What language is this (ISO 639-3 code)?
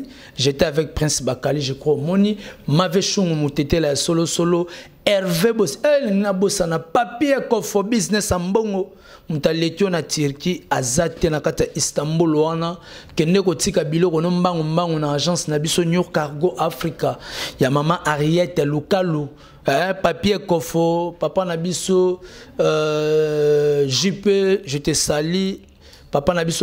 lin